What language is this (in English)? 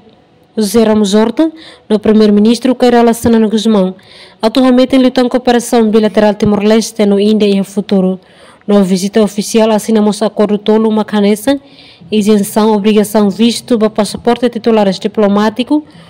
Tetum